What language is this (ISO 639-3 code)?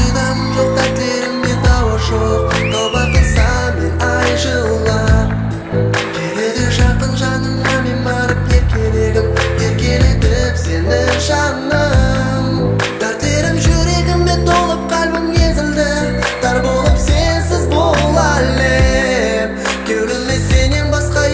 kaa